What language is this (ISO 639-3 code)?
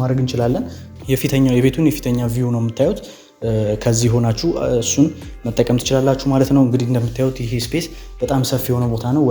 amh